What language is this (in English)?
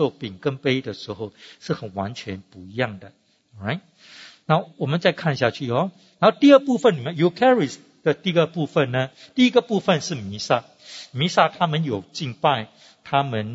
Chinese